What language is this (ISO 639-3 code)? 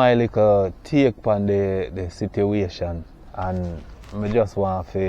jam